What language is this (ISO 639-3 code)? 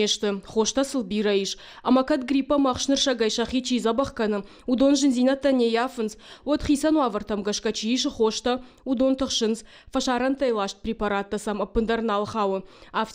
oss